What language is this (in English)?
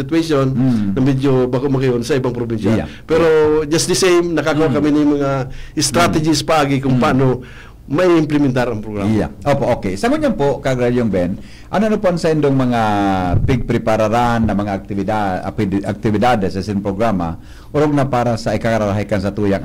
Bikol